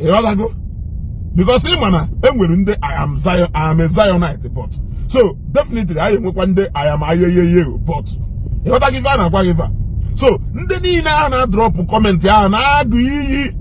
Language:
Igbo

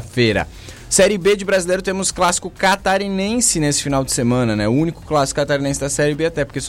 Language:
Portuguese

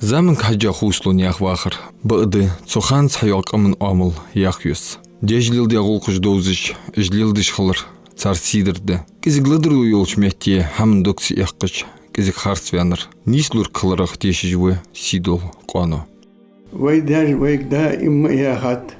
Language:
Ingush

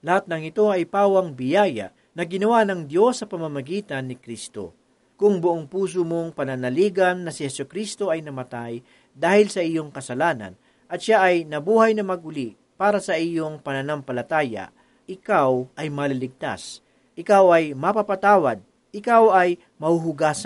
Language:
Filipino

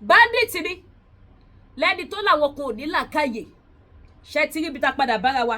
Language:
Yoruba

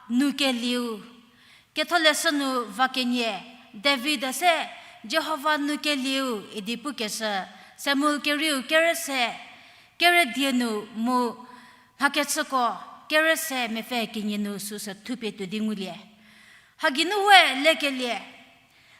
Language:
Angami Naga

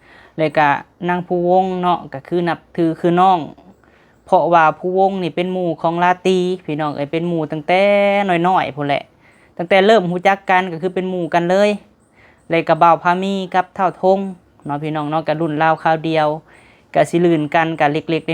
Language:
Lao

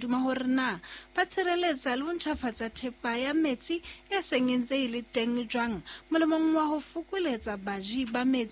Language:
Southern Sotho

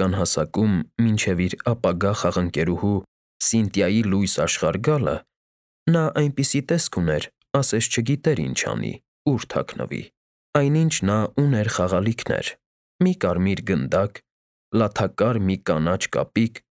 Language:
Armenian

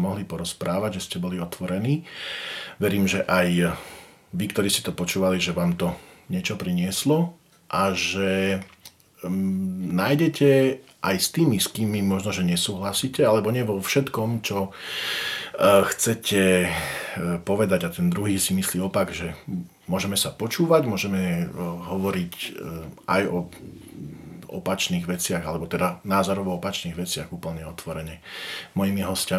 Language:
Slovak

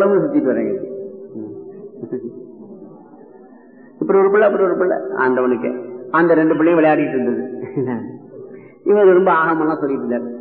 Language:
Tamil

